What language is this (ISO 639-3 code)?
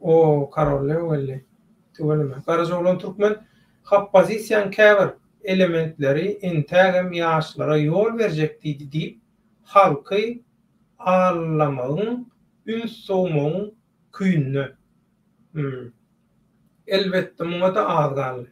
tuk